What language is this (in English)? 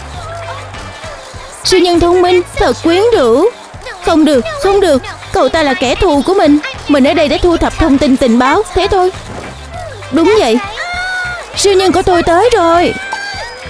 Vietnamese